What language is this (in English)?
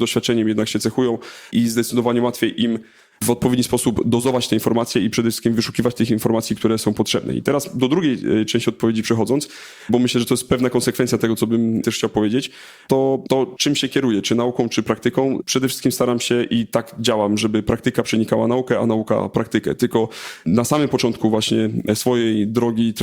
Polish